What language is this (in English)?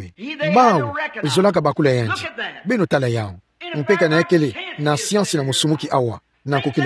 Kituba (Democratic Republic of Congo)